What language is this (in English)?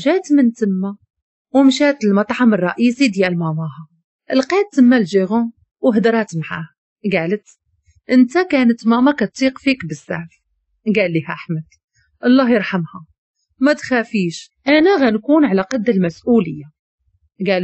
Moroccan Arabic